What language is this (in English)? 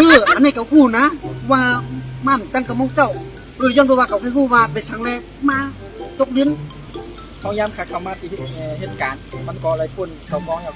Shan